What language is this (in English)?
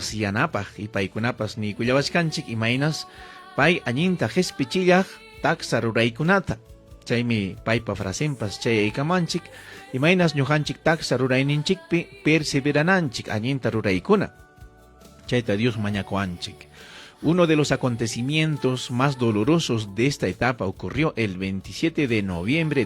Ayacucho Quechua